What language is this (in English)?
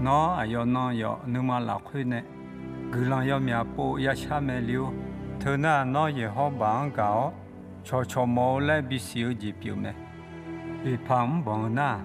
Akha